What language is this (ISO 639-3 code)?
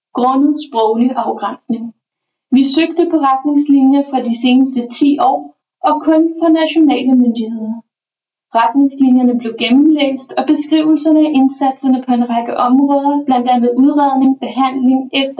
dan